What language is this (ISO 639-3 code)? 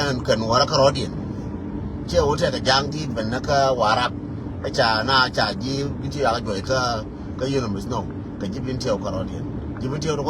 nus